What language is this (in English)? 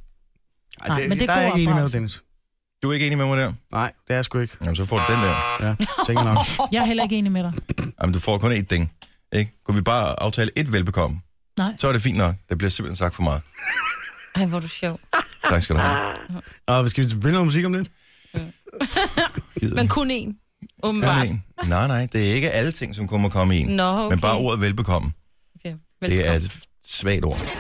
Danish